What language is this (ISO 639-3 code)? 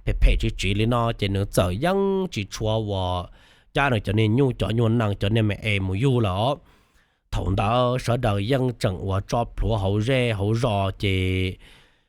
hmn